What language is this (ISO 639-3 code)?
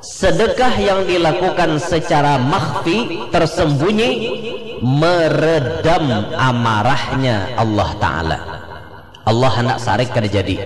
bjn